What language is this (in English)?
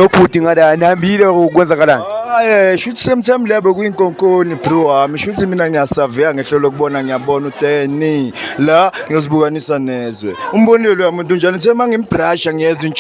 Zulu